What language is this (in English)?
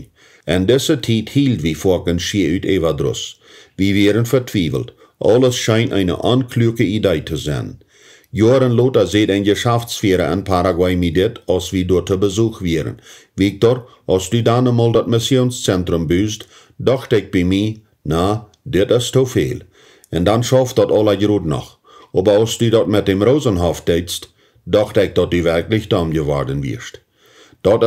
Plautdietsch